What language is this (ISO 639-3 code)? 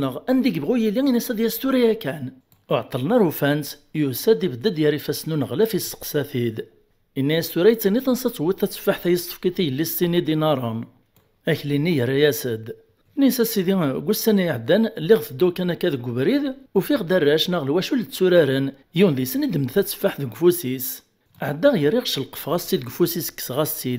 kab